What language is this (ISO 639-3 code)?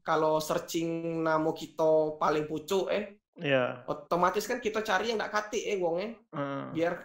mui